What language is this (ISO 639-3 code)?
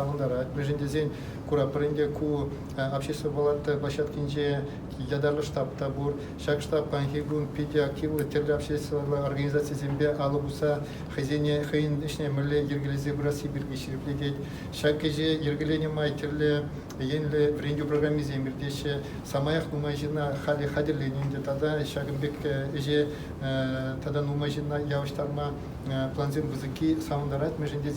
chv